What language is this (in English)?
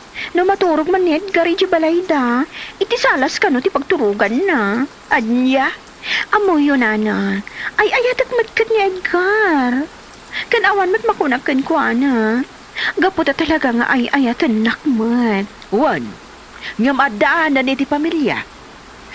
Iloko